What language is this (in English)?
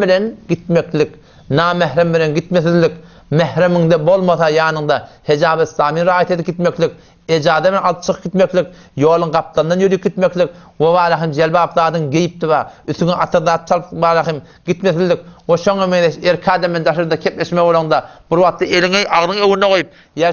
Turkmen